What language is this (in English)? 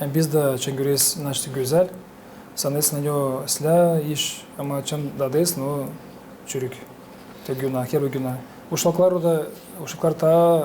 Gagauz